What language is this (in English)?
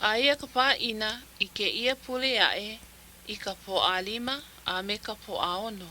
Hawaiian